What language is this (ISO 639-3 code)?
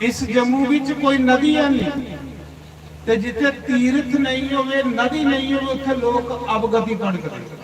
doi